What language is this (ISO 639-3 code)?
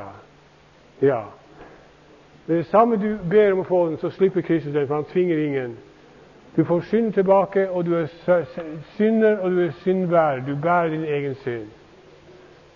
nor